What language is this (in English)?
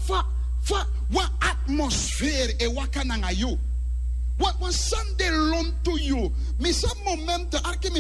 Sranan Tongo